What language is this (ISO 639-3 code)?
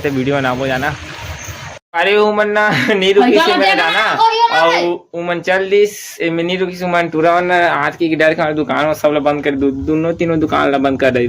hne